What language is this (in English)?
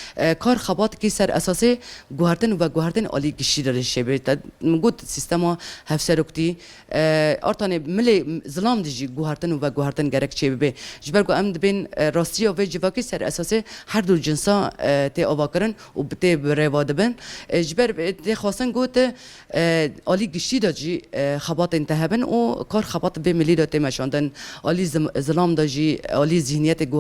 Kurdish